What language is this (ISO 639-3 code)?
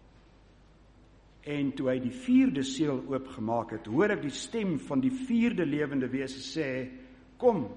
afr